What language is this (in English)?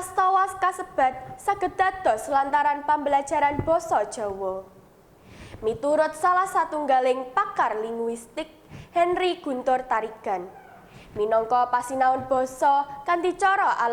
Javanese